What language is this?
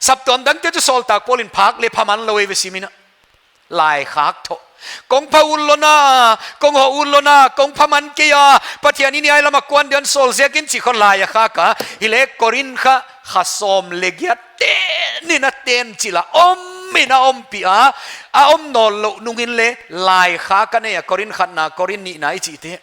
Paite Chin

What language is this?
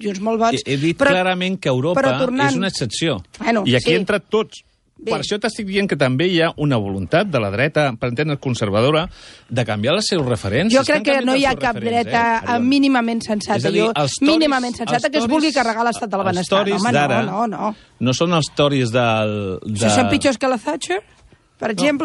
Catalan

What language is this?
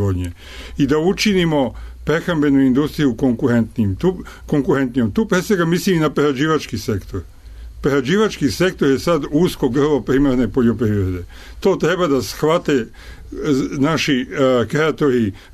Serbian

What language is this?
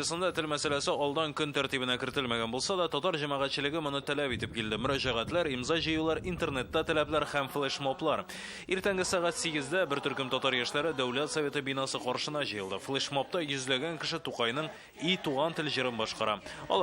Tatar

